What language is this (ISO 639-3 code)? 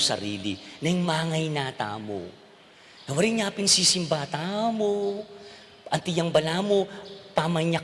pam